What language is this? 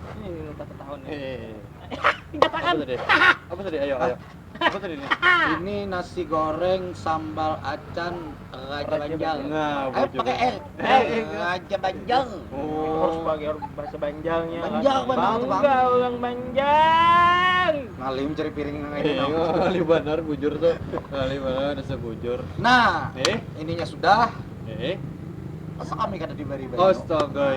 Banjar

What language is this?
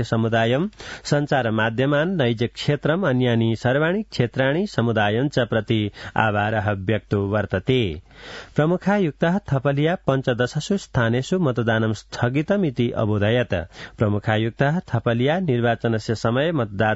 Sanskrit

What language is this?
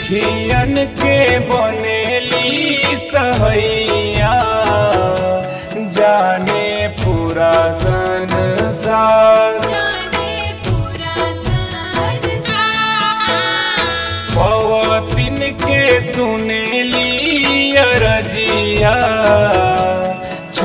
Bhojpuri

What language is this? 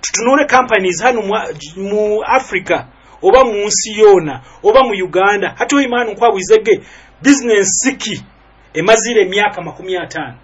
Nyoro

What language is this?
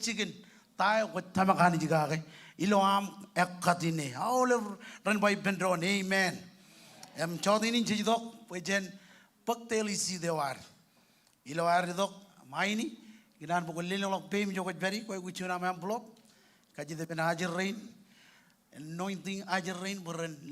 Marshallese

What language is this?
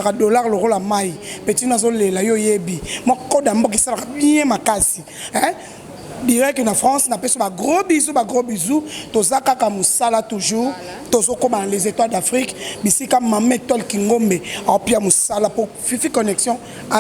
Lingala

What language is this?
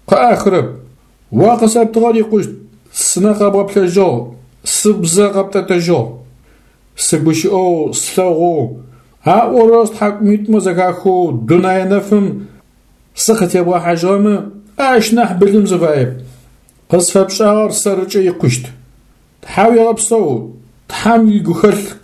Adyghe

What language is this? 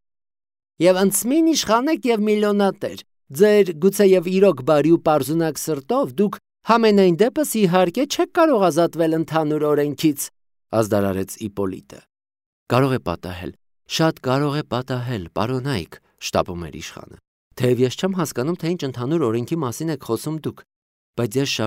Armenian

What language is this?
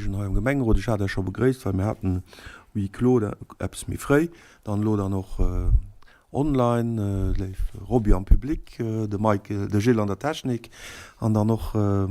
Luxembourgish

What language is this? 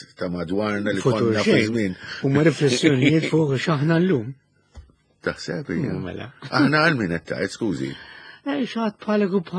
Maltese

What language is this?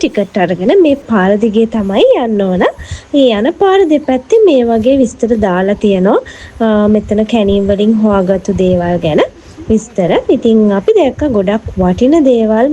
Sinhala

